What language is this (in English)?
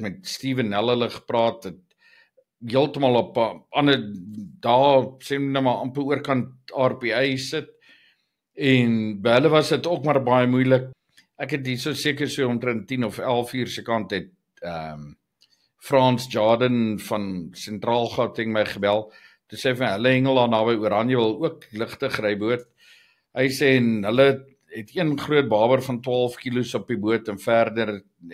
Afrikaans